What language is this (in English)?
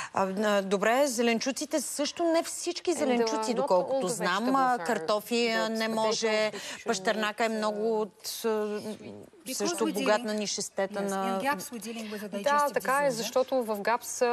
Bulgarian